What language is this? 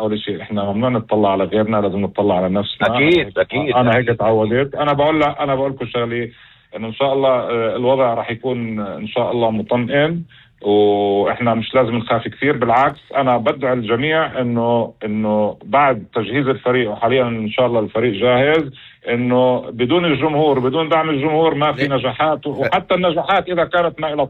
North Levantine Arabic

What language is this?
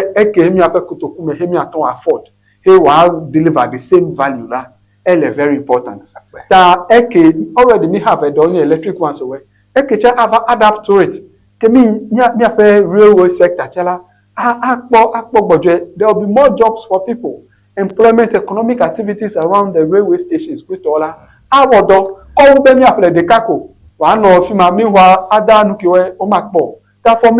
Ewe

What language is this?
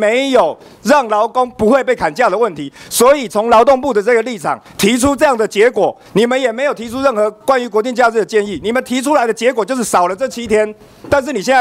Chinese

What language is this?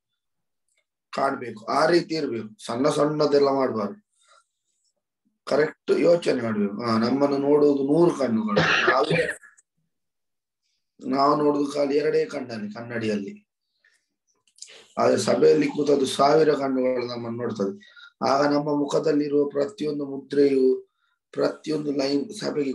Kannada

